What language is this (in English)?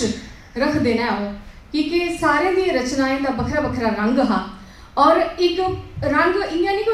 Dogri